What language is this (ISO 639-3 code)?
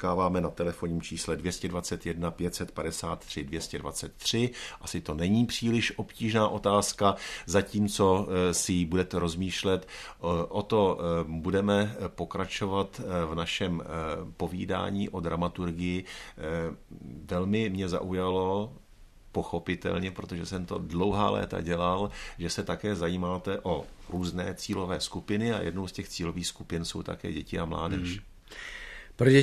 ces